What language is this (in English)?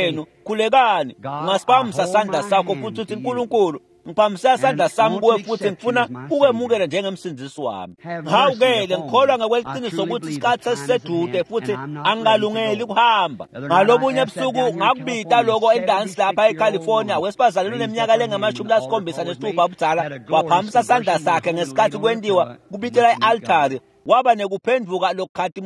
Swati